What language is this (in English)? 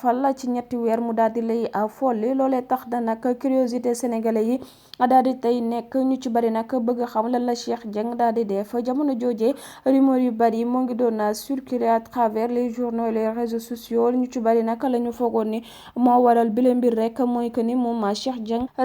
Wolof